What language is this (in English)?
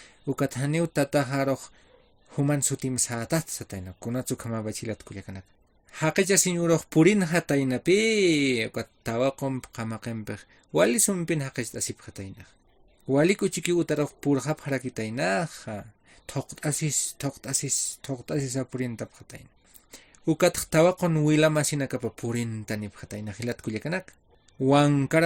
Aymara